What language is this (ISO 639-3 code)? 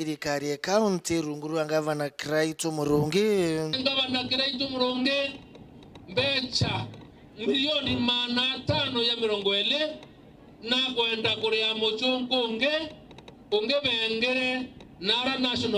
mer